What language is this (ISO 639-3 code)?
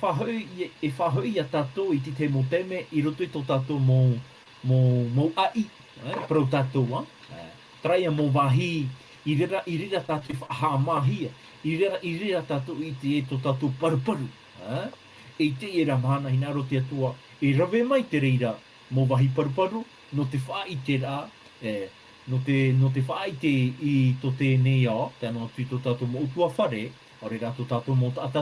tah